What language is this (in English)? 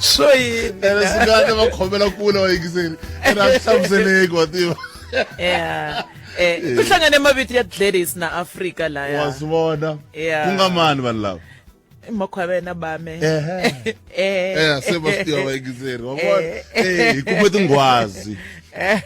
Tsonga